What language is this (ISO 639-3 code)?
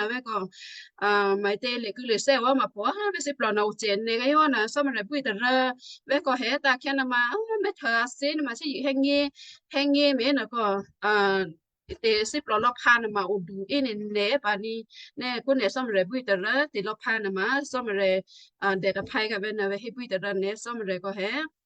kyu